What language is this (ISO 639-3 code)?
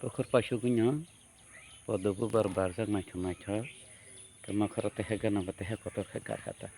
trp